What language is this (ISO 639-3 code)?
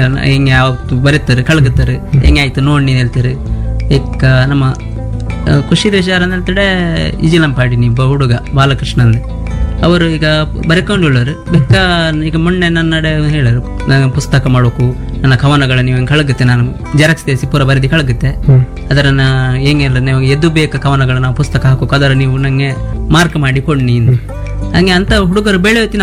kan